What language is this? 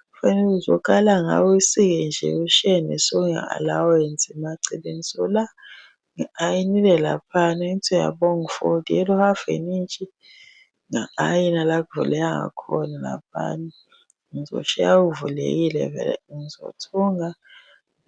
Zulu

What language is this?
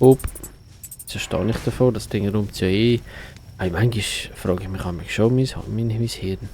Swiss German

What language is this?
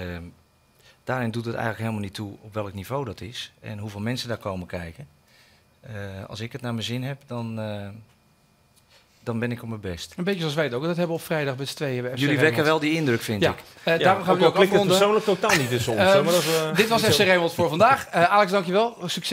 Dutch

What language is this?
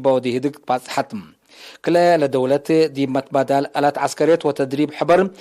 Tigre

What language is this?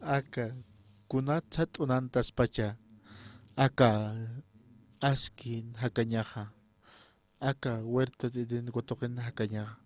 Aymara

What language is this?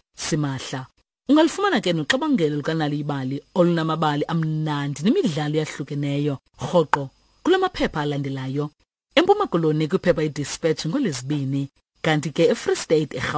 Xhosa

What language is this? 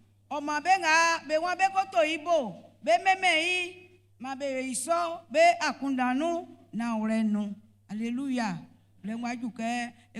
Baoulé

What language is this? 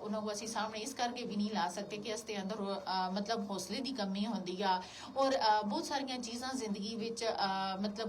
Gujari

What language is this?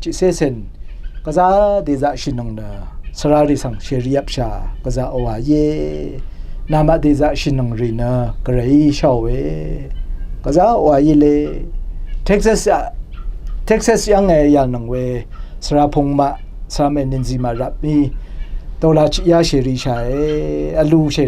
Rawang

